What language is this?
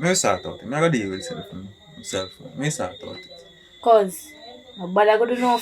Jamaican Creole English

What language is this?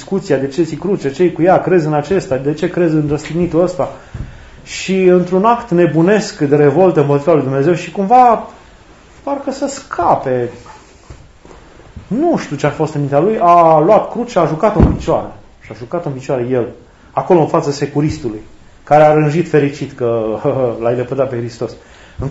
Romanian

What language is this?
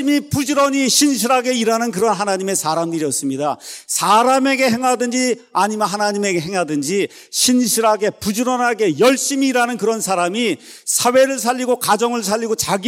Korean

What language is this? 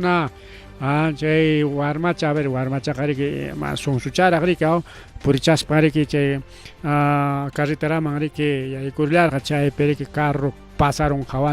Ayacucho Quechua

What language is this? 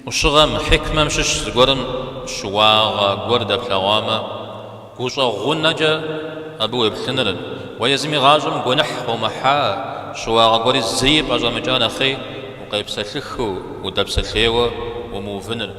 Kabardian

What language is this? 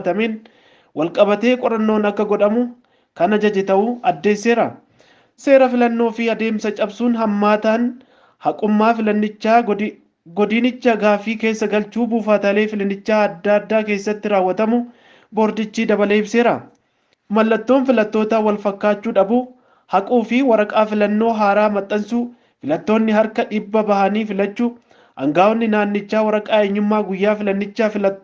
Oromo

